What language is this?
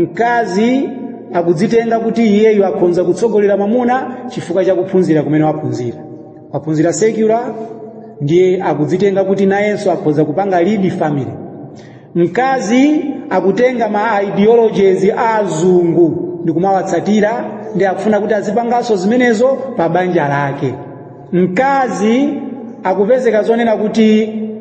Nyanja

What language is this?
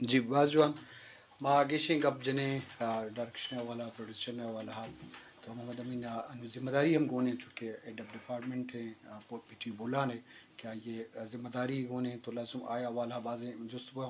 Eastern Balochi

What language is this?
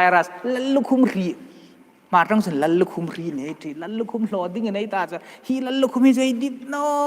Hmar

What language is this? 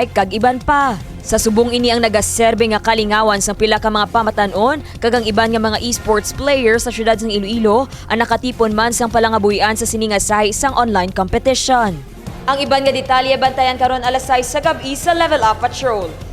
Hiligaynon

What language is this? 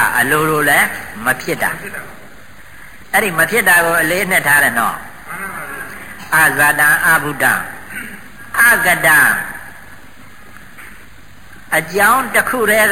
Burmese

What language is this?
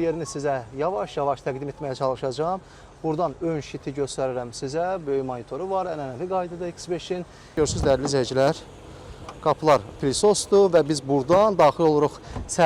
Azerbaijani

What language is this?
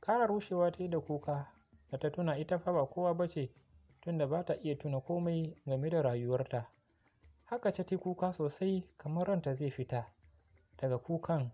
Hausa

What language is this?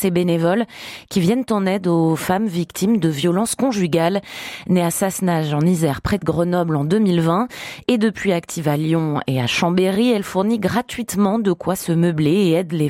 French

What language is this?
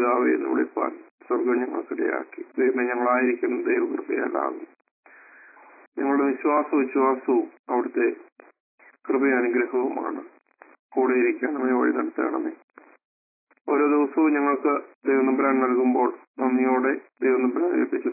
Malayalam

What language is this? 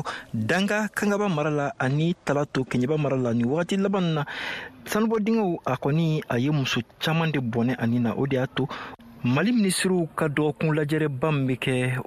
Bambara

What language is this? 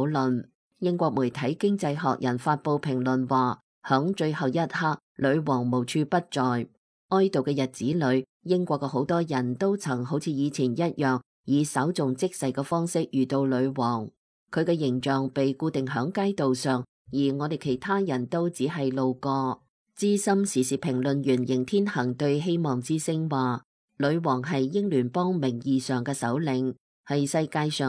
Cantonese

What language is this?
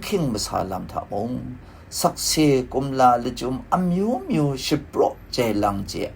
Kachin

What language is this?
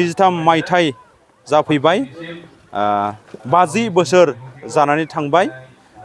Bodo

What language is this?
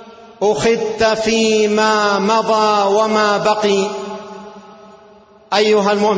Arabic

